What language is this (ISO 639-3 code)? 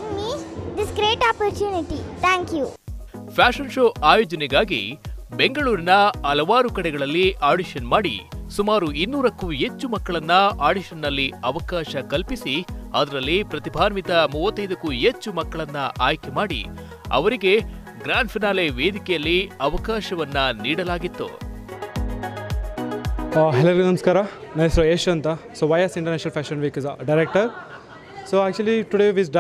kan